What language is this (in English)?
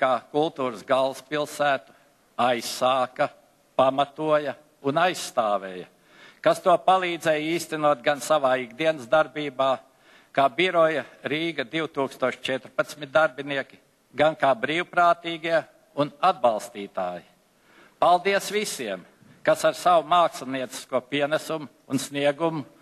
Latvian